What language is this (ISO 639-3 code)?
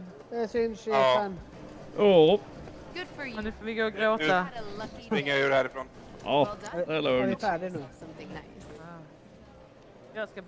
swe